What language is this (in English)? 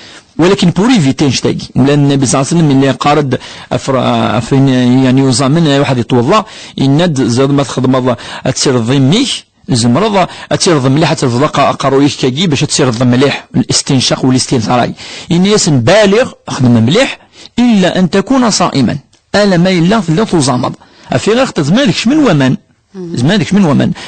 Kabyle